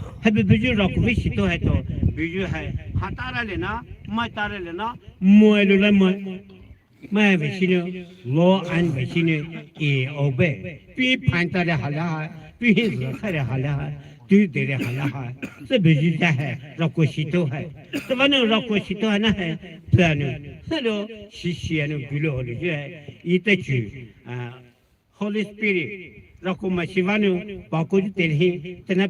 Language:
Poumei Naga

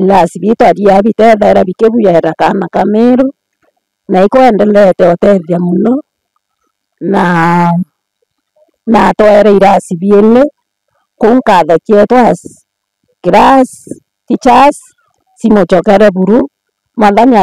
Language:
Meru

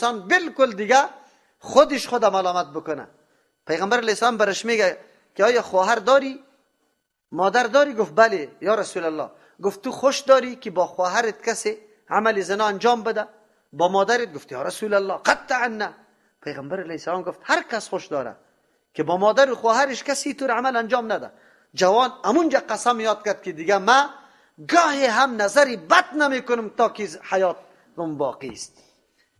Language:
Persian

